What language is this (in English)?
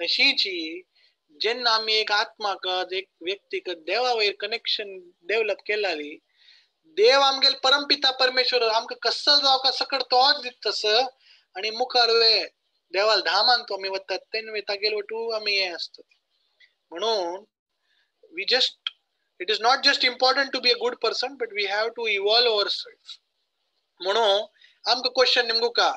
Konkani